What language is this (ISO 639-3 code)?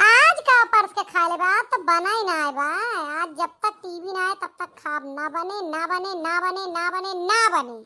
awa